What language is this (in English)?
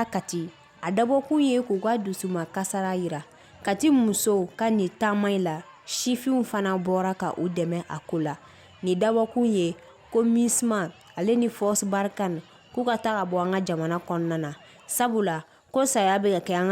Bambara